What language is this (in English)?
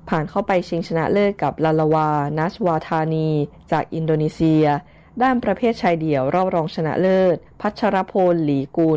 Thai